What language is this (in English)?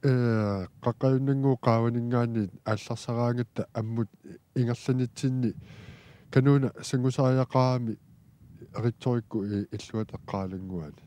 Kalaallisut